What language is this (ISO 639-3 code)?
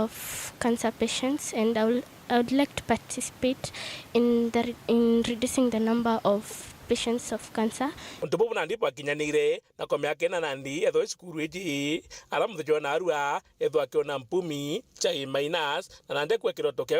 mer